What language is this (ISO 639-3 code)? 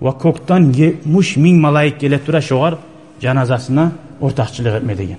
kum